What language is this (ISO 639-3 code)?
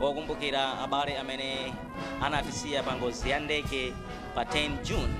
nya